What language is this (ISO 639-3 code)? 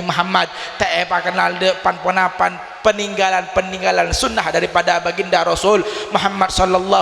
mad